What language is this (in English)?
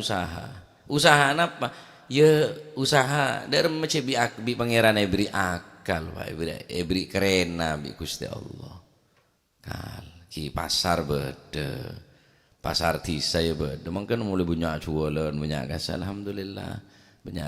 Madurese